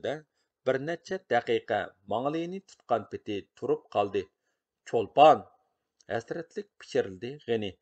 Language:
Uyghur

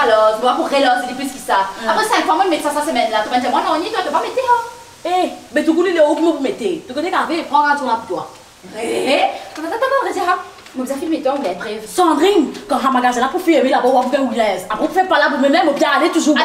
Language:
Morisyen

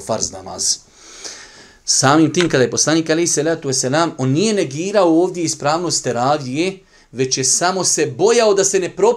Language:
Bosnian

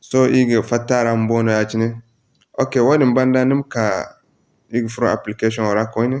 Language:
Zarma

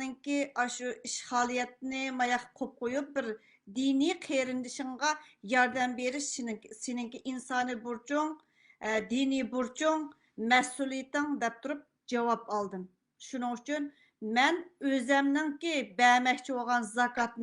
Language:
Uyghur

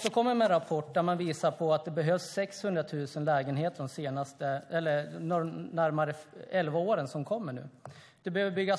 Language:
Swedish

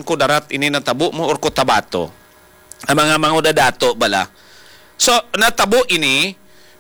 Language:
Hiligaynon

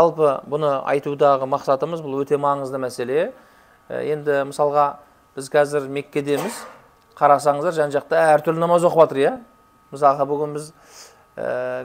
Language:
Kazakh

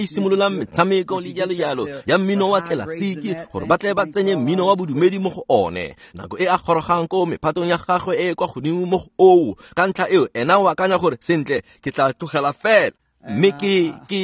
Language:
Tswana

